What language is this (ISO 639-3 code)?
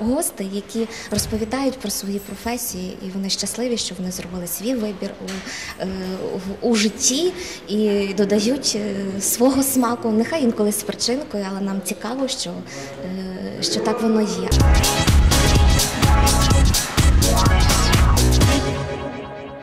ukr